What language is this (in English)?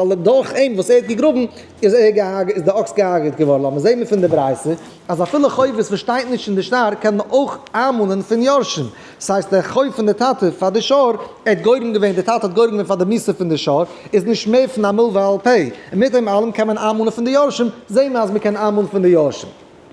Yiddish